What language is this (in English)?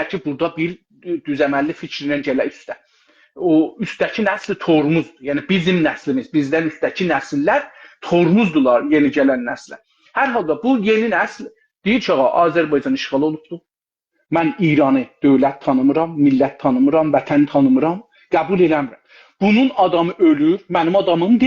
South Azerbaijani